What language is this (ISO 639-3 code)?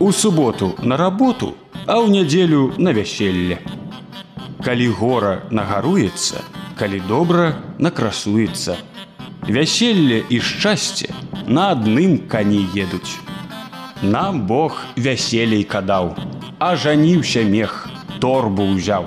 bel